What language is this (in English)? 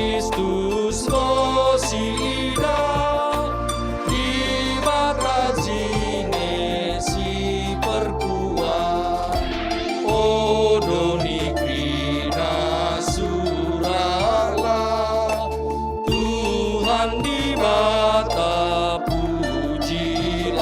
Batak Karo